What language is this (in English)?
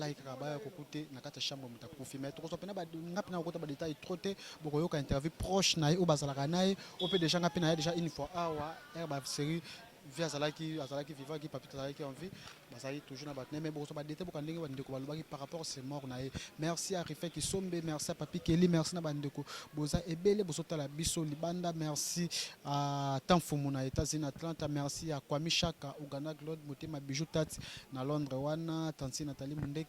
Lingala